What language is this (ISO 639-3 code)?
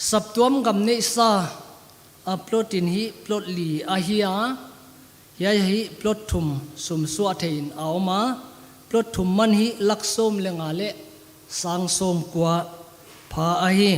pck